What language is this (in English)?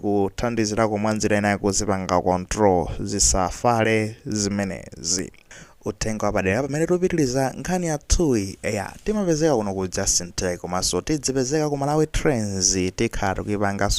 Nyanja